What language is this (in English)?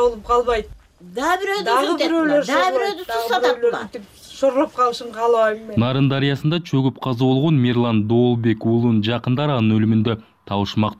Kyrgyz